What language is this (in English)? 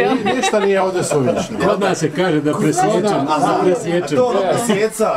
Bosnian